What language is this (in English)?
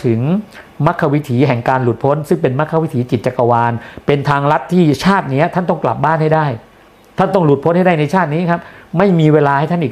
Thai